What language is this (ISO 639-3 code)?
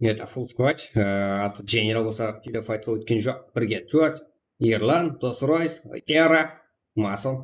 kaa